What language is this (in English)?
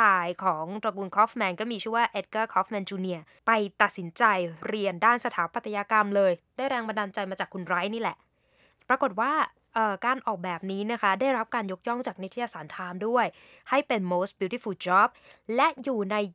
Thai